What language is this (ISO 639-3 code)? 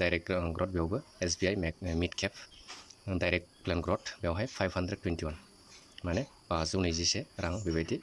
brx